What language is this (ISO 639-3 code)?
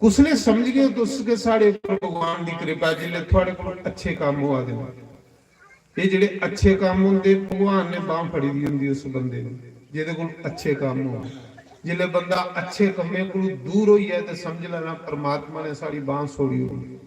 doi